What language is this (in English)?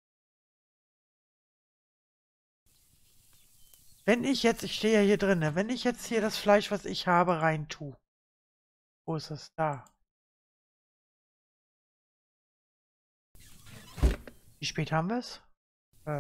German